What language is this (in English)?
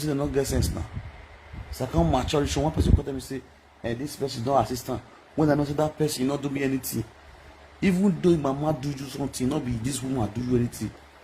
Nigerian Pidgin